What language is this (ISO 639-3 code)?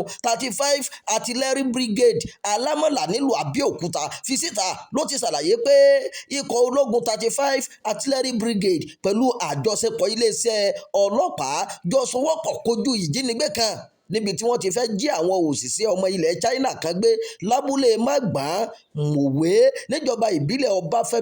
yor